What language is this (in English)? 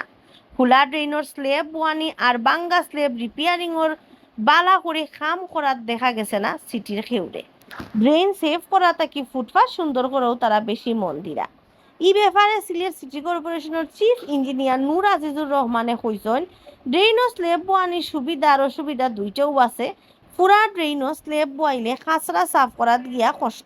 Sylheti